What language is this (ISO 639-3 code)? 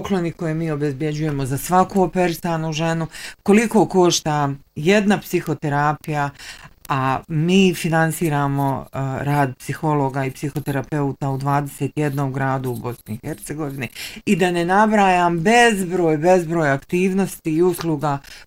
bos